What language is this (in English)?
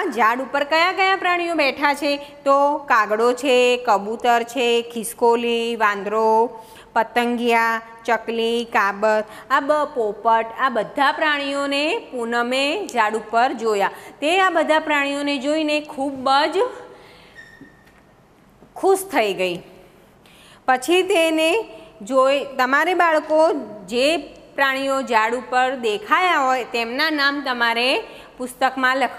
Gujarati